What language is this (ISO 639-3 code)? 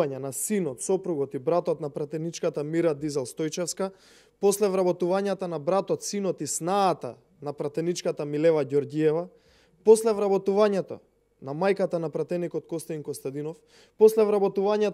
mkd